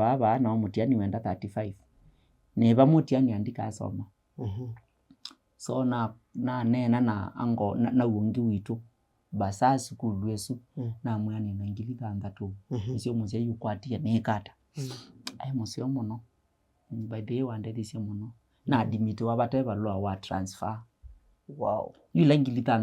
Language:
Kamba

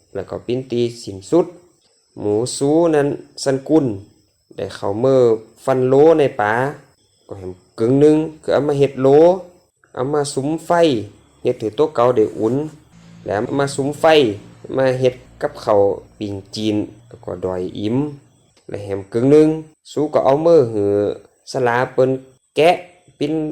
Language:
Lü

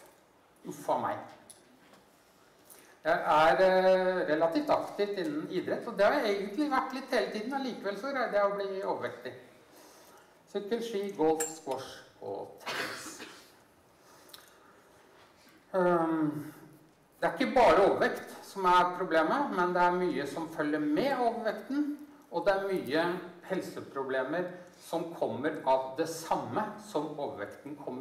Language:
Norwegian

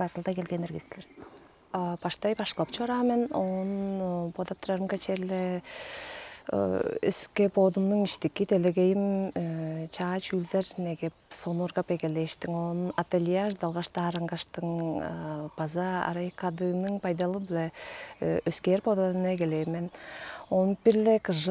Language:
Tuvinian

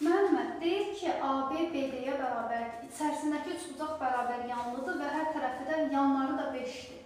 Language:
Azerbaijani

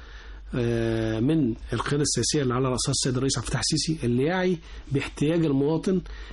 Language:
Egyptian Arabic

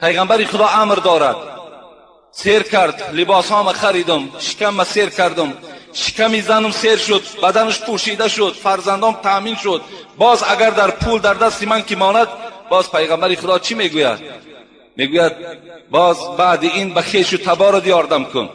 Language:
Tajik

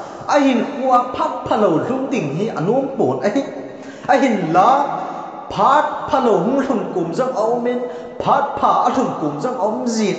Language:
Thado Chin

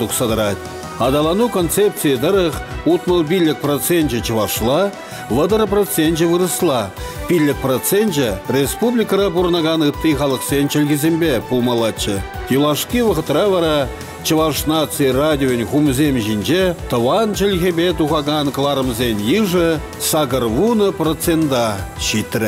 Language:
Chuvash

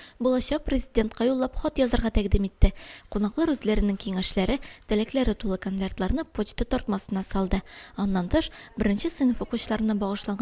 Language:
Tatar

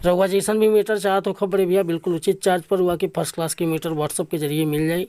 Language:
Bhojpuri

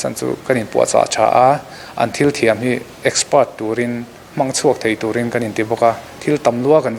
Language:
Mizo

